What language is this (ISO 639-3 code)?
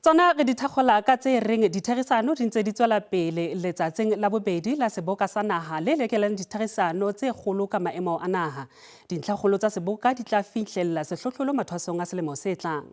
sot